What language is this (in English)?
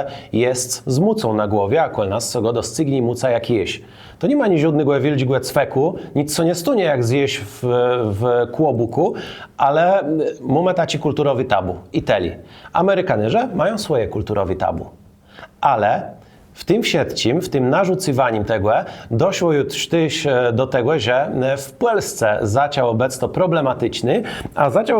Kashubian